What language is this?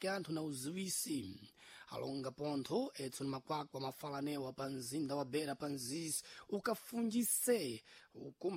Sena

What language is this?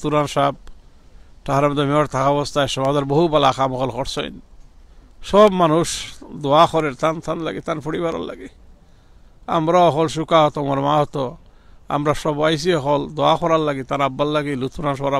Sylheti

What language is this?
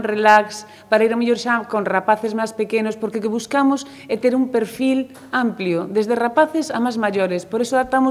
Galician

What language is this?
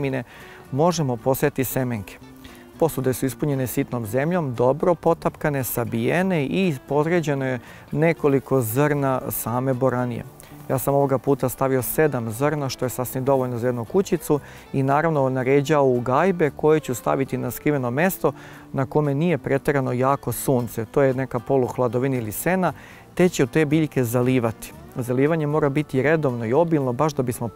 Serbian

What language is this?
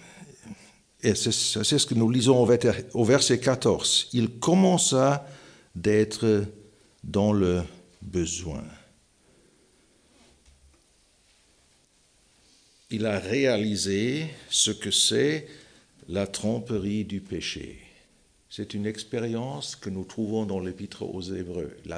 French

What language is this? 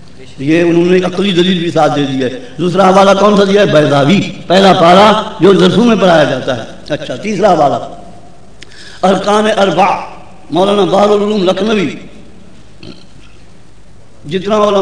Urdu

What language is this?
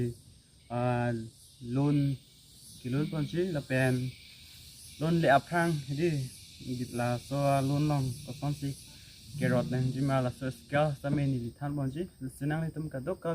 Karbi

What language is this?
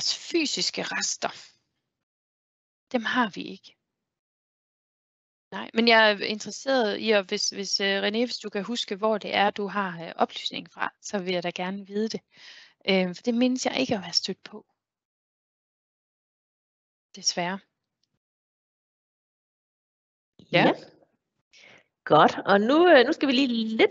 Danish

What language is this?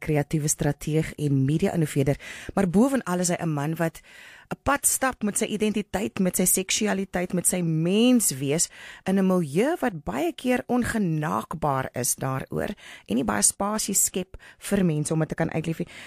Afrikaans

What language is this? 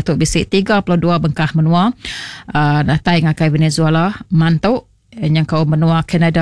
Iban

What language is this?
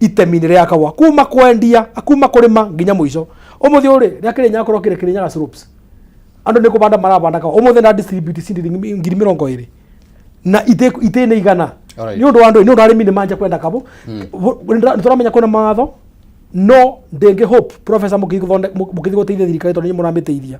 Kikuyu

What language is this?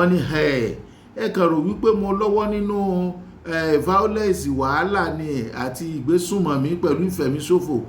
Yoruba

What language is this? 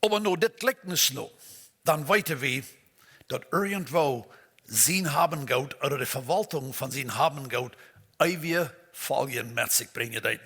Plautdietsch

